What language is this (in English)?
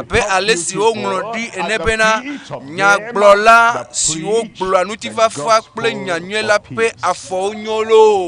Ewe